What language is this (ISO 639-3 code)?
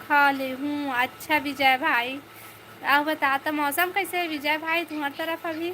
hne